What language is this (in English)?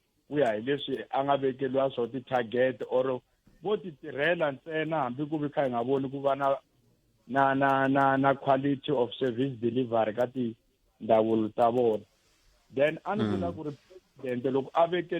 Tsonga